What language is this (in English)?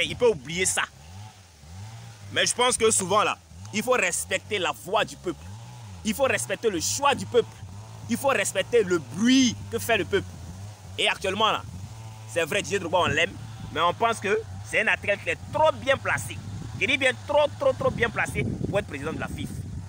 French